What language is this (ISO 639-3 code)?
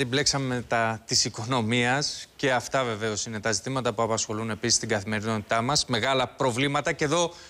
ell